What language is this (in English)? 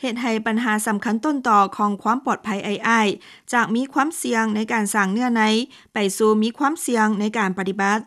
Lao